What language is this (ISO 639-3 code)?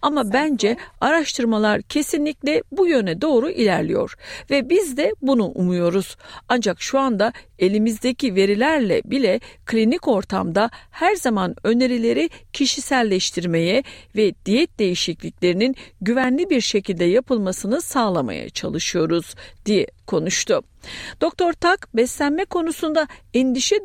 tur